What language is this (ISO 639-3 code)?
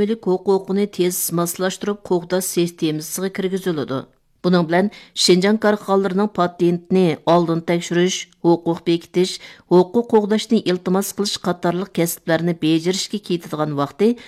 uig